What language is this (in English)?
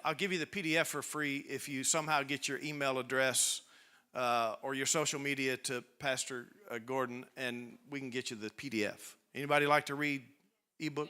English